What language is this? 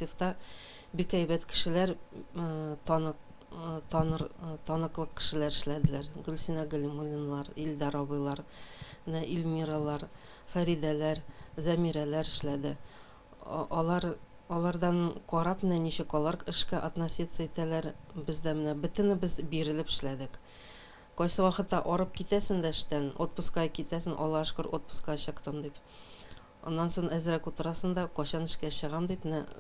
Tatar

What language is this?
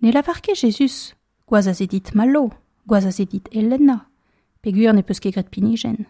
Breton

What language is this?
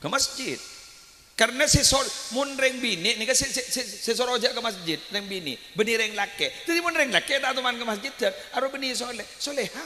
Madurese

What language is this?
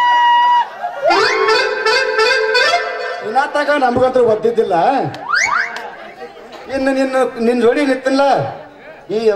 Kannada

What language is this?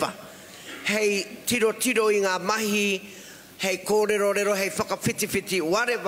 Māori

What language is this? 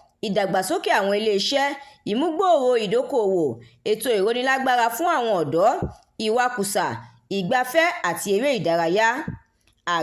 Yoruba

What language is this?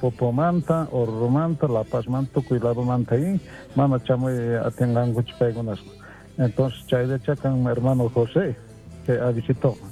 South Bolivian Quechua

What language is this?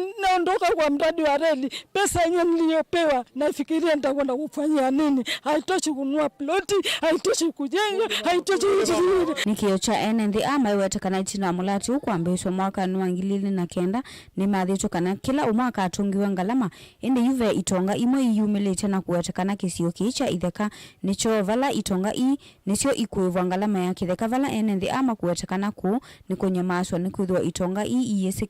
Kamba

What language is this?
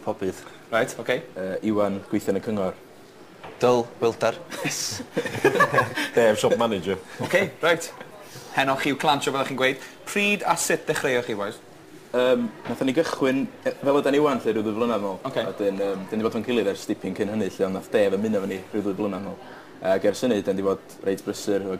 Welsh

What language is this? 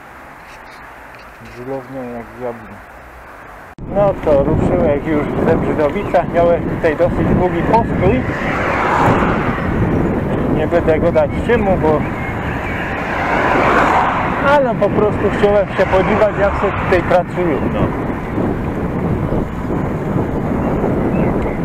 Polish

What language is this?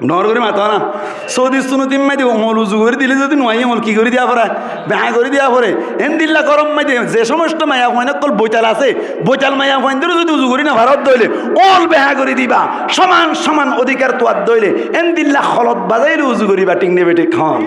Rohingya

